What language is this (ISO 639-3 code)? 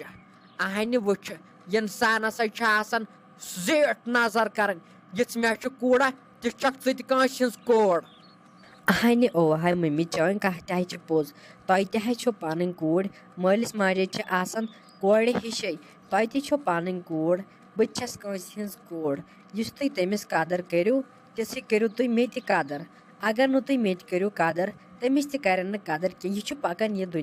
kas